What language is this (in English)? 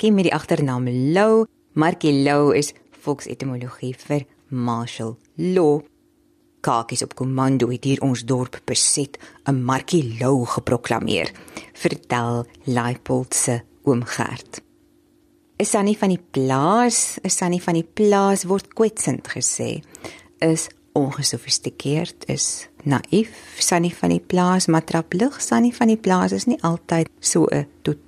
Afrikaans